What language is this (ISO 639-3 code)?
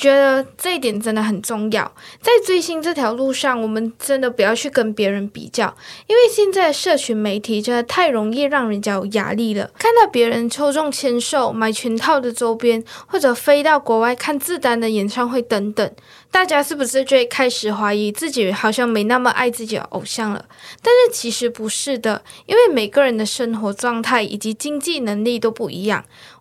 zho